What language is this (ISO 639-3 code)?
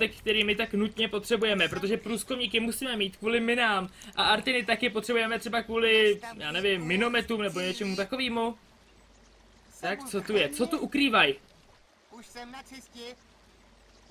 ces